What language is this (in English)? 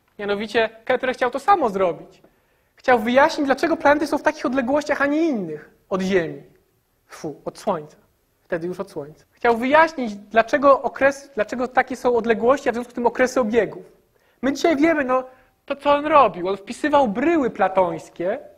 Polish